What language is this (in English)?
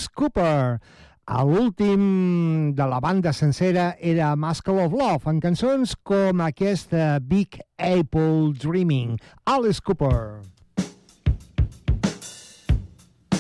Catalan